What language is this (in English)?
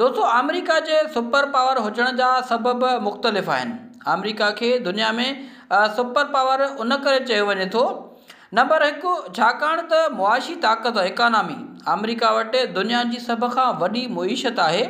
Sindhi